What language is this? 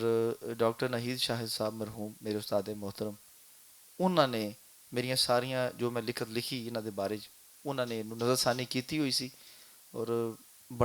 Western Panjabi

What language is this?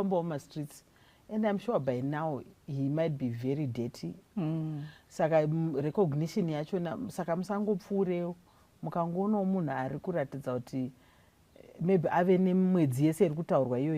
Shona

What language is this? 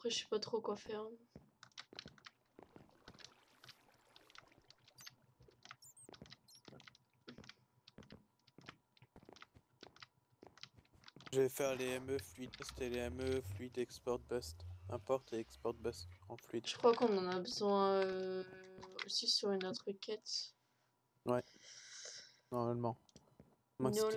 French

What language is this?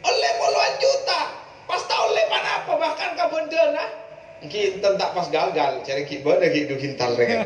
Madurese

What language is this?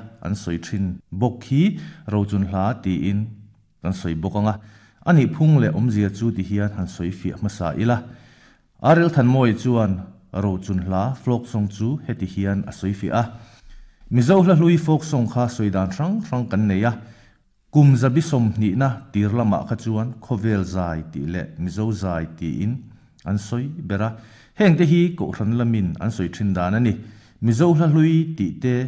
Mizo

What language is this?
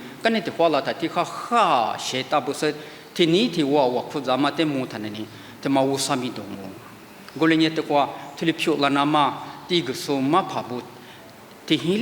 Lisu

